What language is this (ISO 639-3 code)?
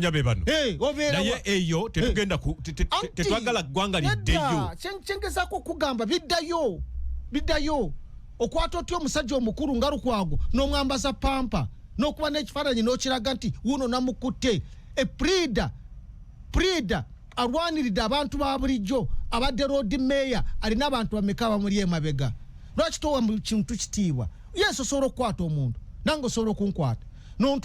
lug